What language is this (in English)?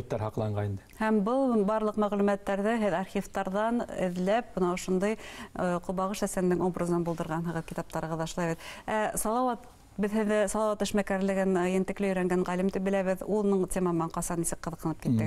Bashkir